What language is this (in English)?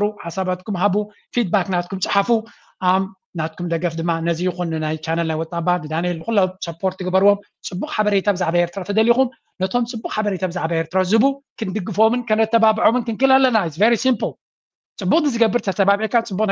Tigrinya